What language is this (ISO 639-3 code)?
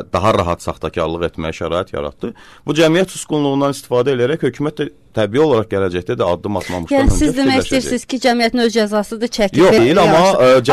aze